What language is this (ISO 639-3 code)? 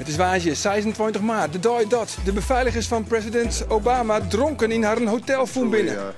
fry